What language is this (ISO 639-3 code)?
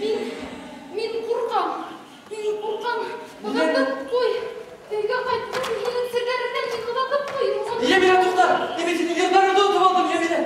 bak